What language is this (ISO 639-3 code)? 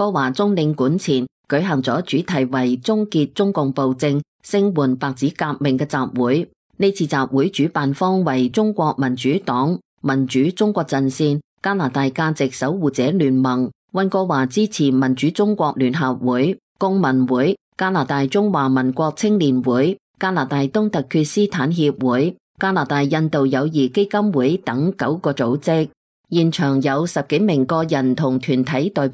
yue